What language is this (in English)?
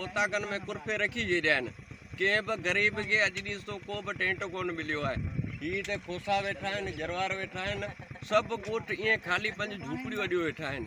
Sindhi